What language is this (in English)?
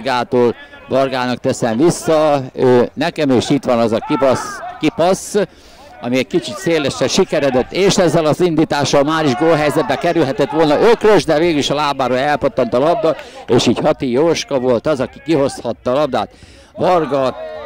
Hungarian